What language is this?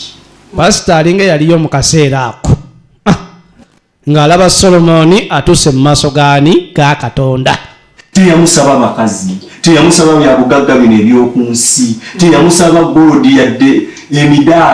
Ganda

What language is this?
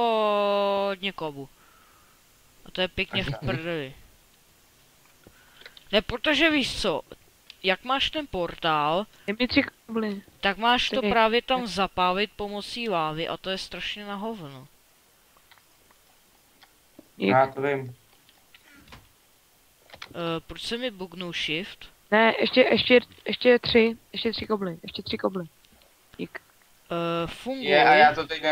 Czech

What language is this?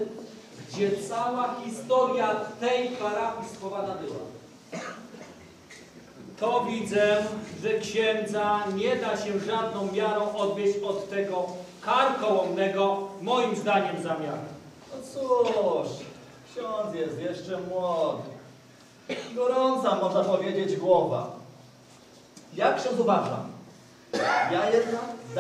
Polish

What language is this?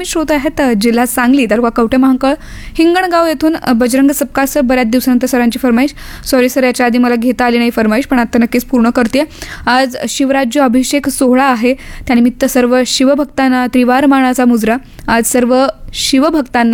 Marathi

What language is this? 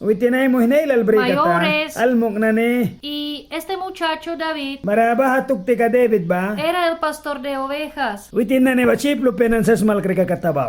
Mískito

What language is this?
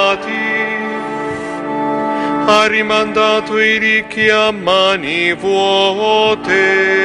Italian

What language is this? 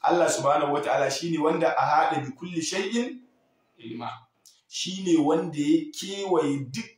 Hausa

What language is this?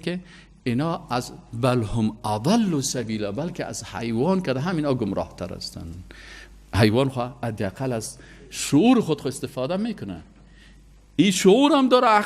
Persian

